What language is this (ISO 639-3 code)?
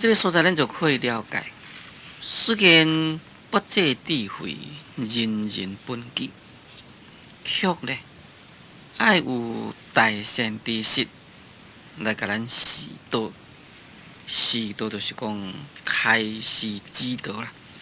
nan